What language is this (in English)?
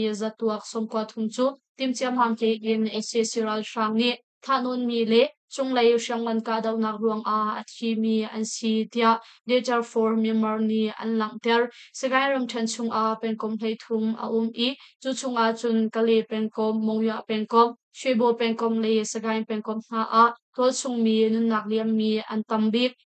Hakha Chin